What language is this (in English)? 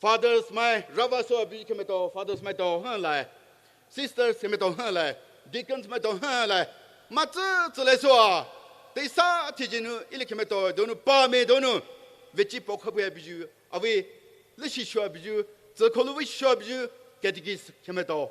Poumei Naga